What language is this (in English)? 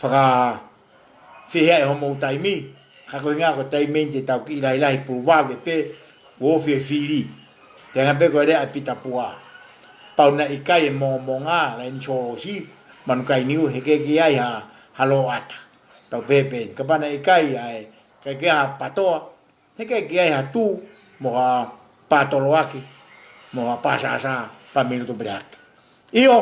Tongan